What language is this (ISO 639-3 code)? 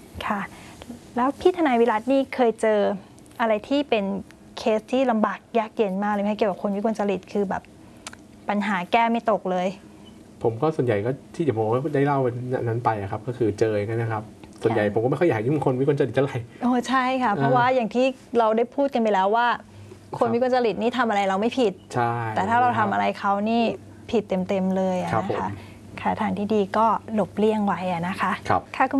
tha